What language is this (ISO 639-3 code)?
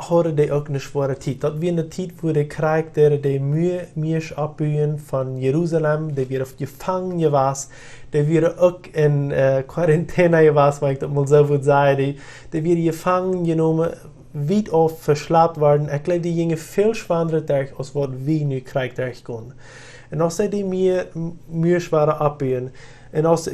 pdt